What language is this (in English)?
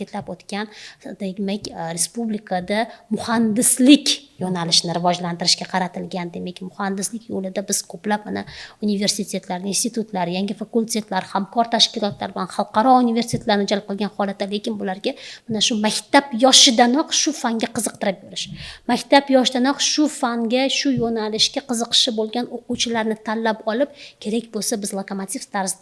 Uzbek